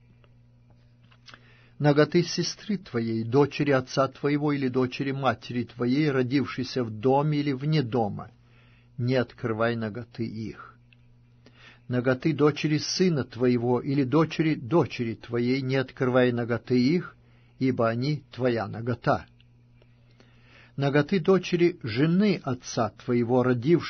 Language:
Russian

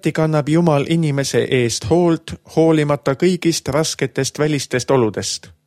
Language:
Estonian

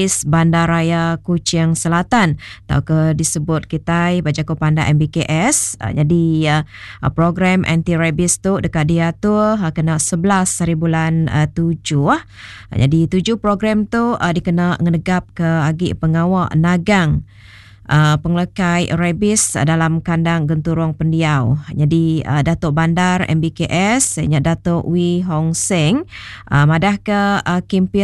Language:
Iban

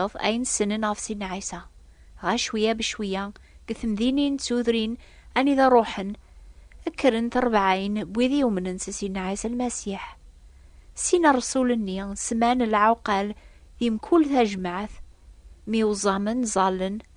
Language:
Kabyle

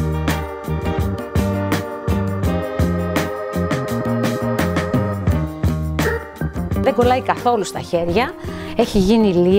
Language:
Greek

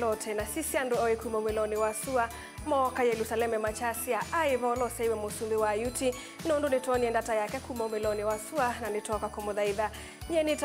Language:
Kamba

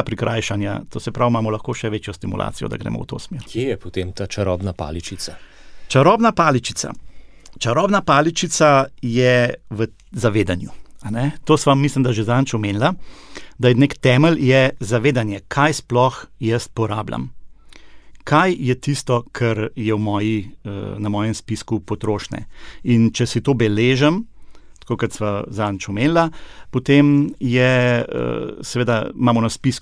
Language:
Slovenian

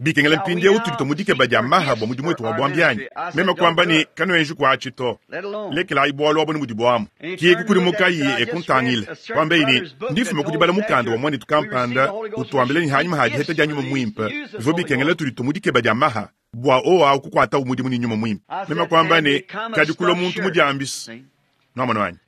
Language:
Luba-Lulua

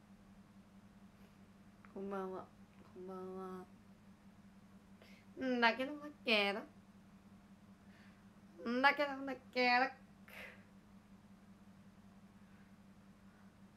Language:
Japanese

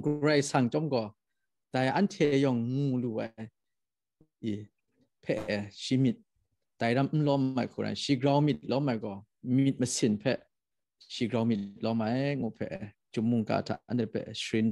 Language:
Kachin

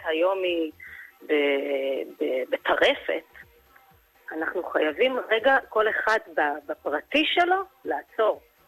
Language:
Hebrew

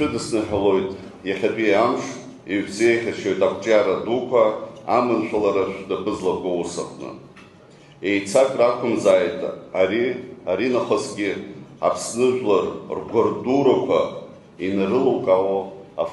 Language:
Abkhazian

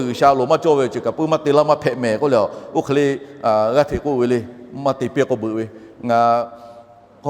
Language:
Lahu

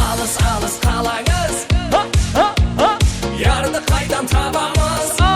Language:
Kara-Kalpak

